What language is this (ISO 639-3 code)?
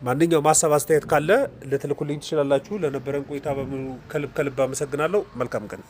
amh